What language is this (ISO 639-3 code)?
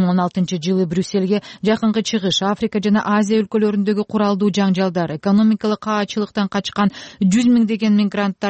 kir